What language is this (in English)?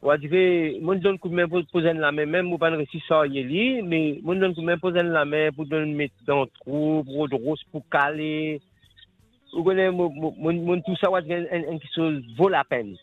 Morisyen